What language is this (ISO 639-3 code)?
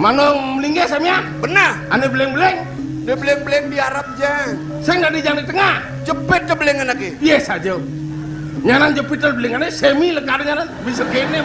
ban